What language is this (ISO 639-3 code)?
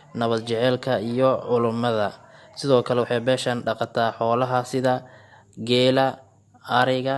som